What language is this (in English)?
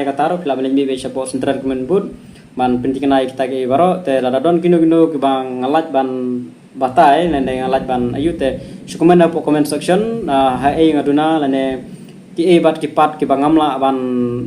Khasi